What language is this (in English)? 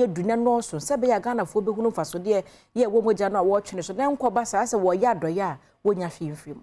Akan